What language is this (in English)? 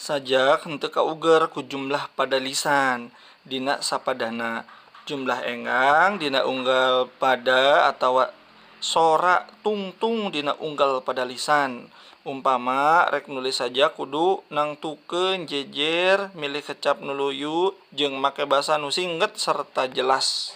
Sundanese